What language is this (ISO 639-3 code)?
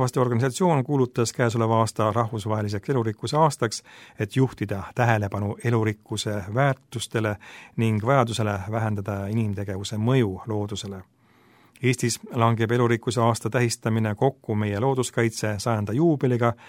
est